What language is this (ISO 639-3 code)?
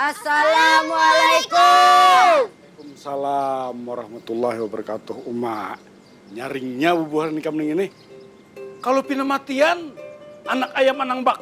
bjn